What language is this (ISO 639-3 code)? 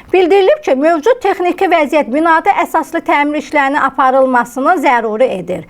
aze